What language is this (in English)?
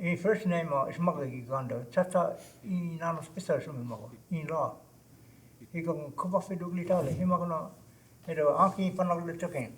Choctaw